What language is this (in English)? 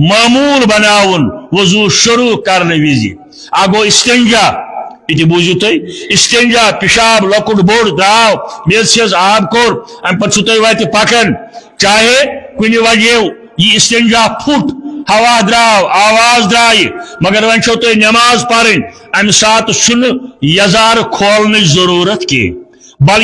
Kashmiri